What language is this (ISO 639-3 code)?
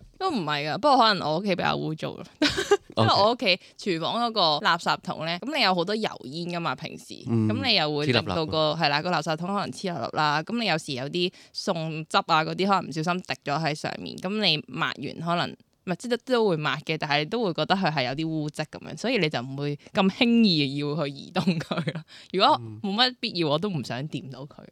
yue